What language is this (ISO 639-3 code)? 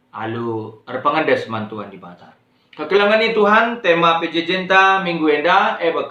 btx